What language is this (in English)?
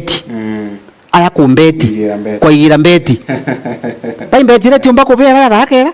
Meru